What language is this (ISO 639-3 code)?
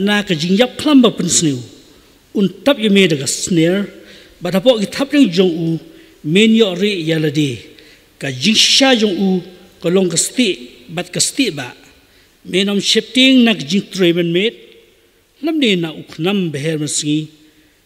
kha